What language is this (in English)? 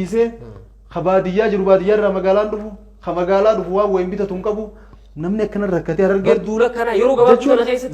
Oromo